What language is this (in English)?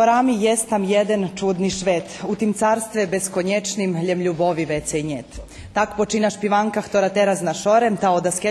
Rusyn